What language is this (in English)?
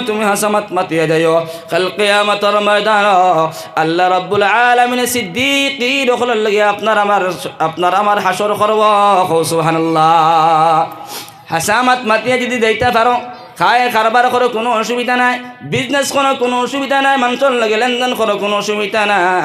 Sylheti